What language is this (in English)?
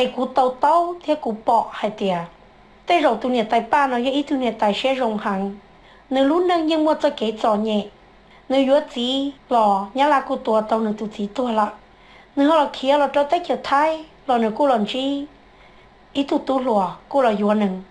Hmong